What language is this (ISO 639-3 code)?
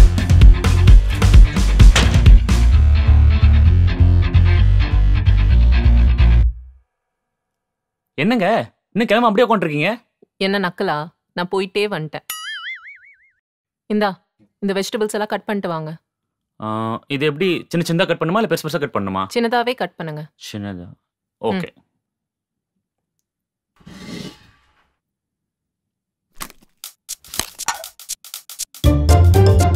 tam